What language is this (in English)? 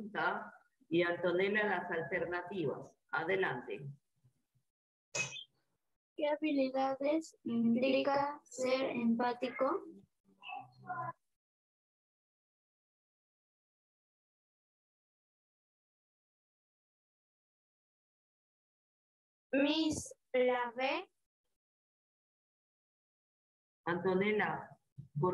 Spanish